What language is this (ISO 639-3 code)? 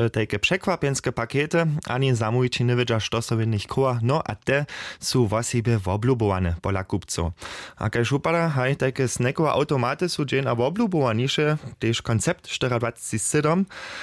hsb